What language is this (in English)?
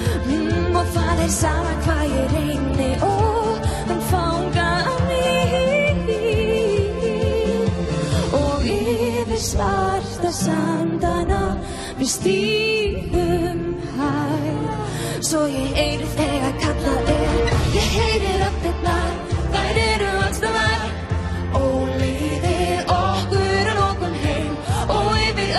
Icelandic